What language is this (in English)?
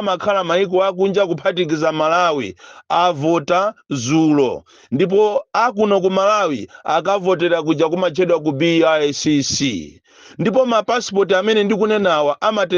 Nyanja